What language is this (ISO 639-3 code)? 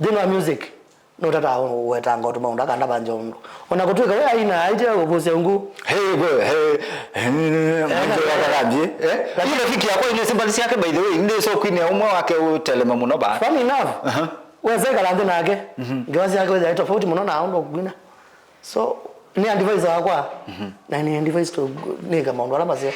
kam